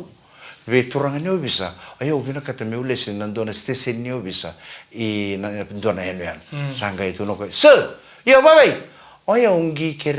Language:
Fijian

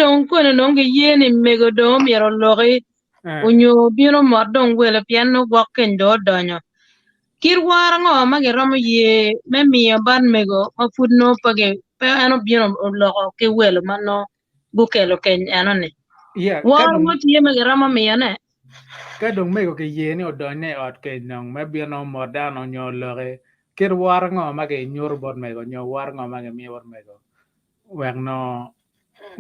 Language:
Acoli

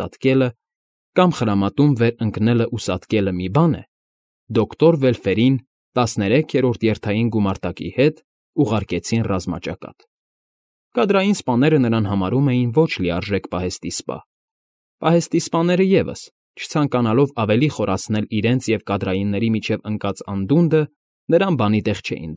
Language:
Armenian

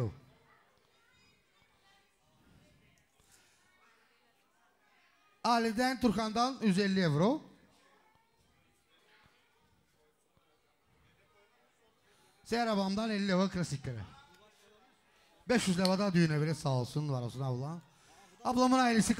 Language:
Turkish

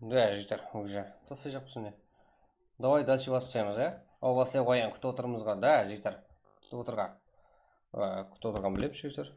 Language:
Kara-Kalpak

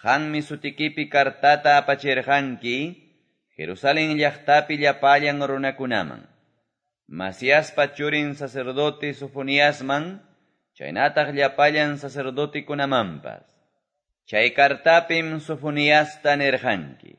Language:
Quechua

